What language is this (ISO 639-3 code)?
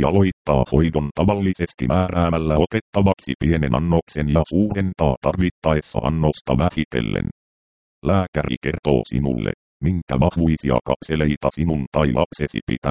fin